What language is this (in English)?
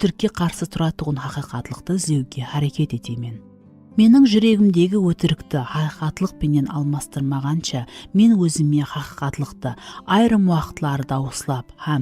Kara-Kalpak